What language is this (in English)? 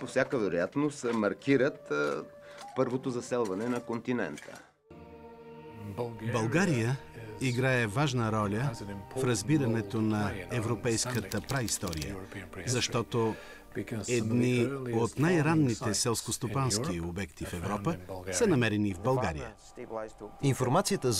Bulgarian